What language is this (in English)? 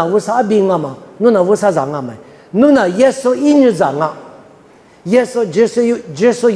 Lisu